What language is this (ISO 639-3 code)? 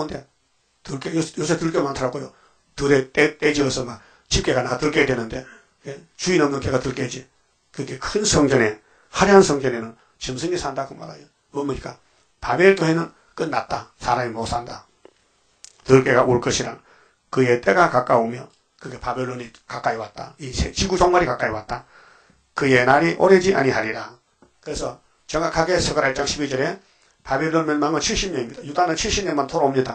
kor